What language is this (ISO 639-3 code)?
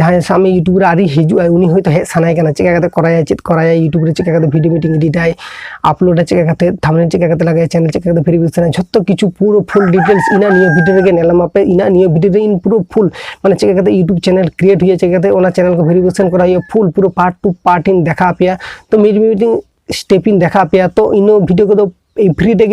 sat